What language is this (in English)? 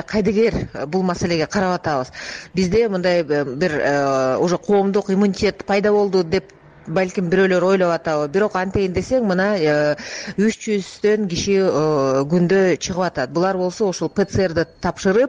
Kyrgyz